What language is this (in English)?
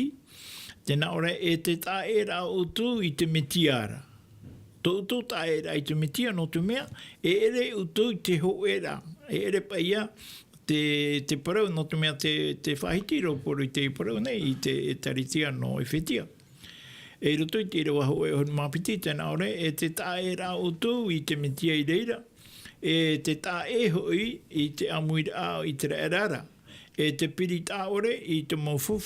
Tahitian